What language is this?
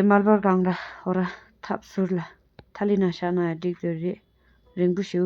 Tibetan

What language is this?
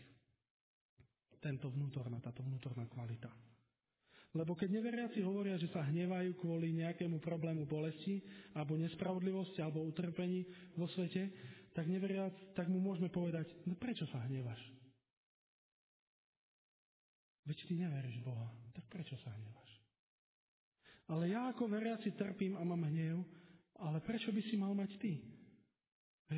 Slovak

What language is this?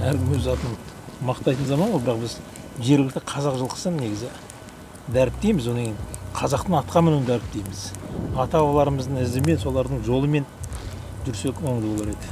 Kazakh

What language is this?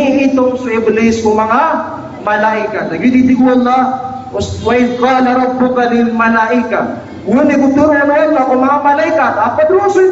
Maranao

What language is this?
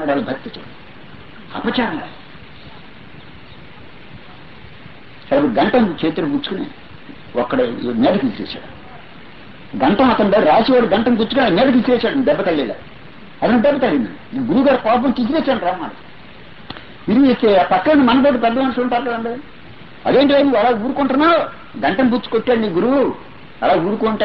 Telugu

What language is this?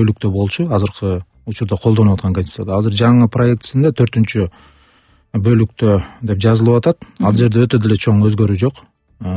Kyrgyz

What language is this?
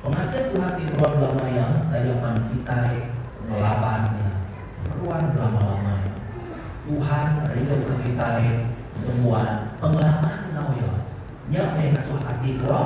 Iban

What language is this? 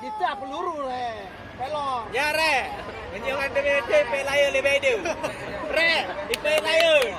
Achinese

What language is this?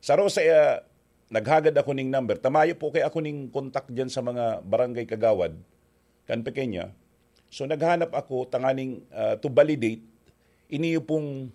Bikol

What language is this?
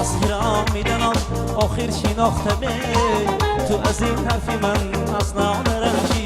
Tajik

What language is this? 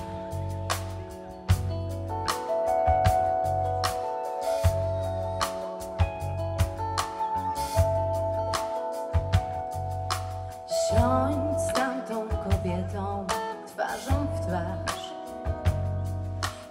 Polish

